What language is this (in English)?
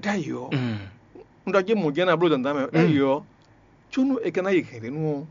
Fon